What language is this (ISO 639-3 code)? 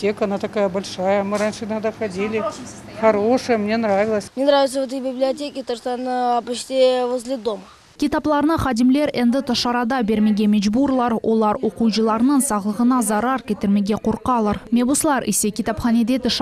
crh